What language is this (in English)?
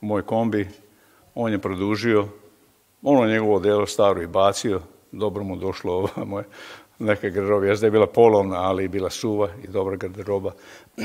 Serbian